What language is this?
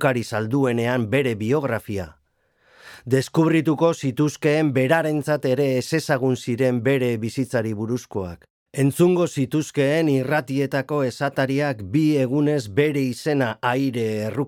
Basque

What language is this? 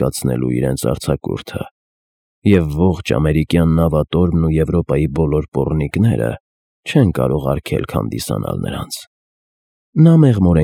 Armenian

